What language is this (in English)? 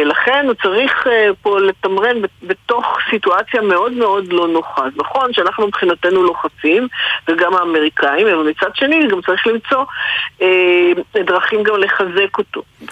Hebrew